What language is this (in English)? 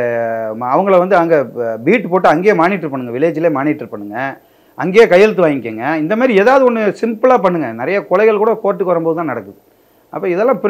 Tamil